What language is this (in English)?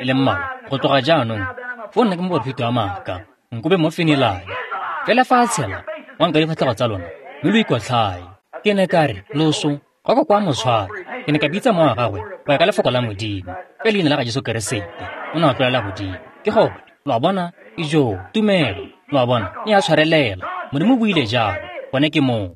Tswana